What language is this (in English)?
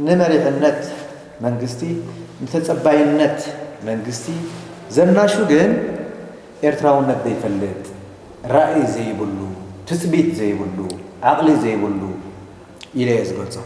Tigrinya